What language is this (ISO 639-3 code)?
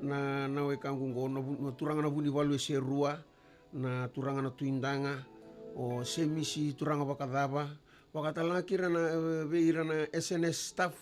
fij